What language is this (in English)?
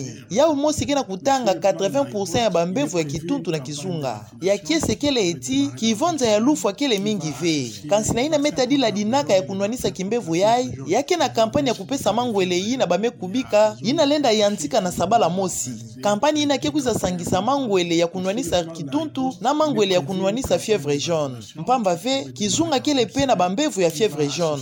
Kituba (Democratic Republic of Congo)